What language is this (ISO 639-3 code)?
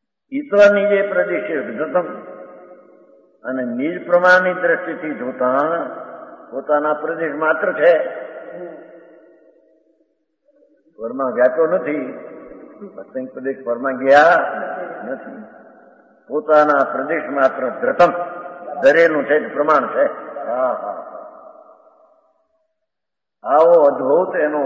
guj